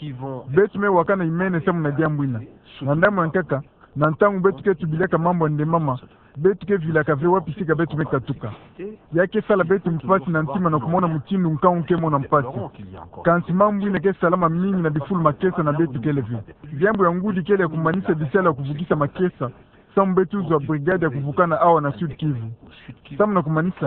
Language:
Kituba (Democratic Republic of Congo)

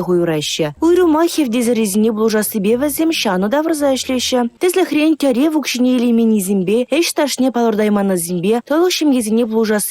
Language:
Chuvash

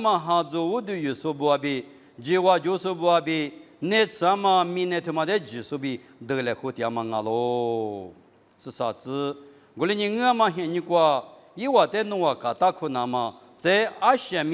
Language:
Lisu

